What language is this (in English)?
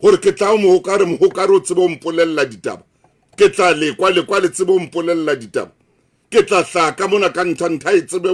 Southern Sotho